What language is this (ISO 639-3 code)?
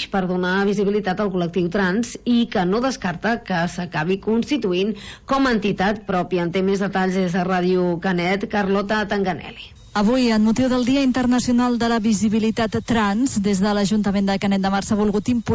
cat